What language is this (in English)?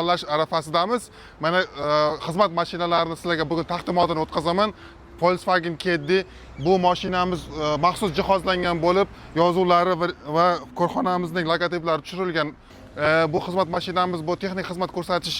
Uzbek